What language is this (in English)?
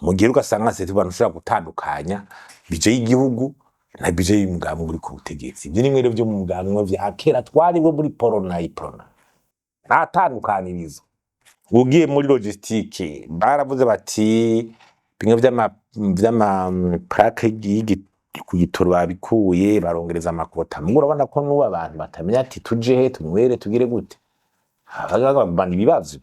Rundi